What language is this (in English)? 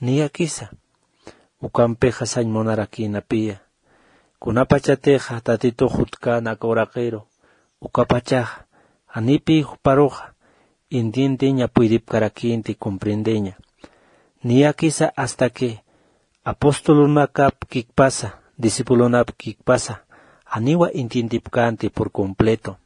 Aymara